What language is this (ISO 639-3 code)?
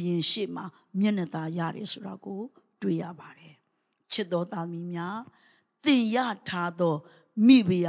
mya